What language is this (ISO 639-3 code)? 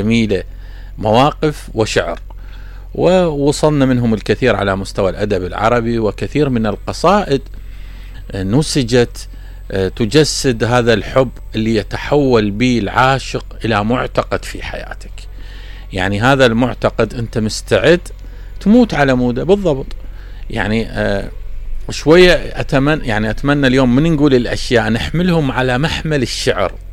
acm